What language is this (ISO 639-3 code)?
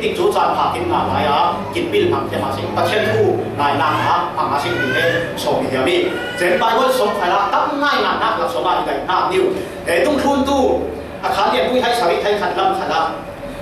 cfm